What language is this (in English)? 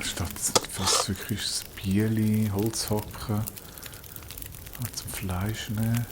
Swiss German